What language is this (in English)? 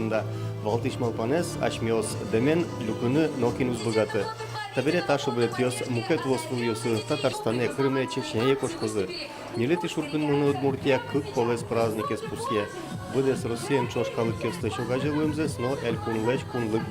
Udmurt